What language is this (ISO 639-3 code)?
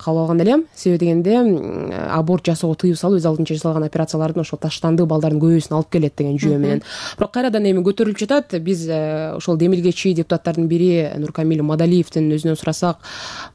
kir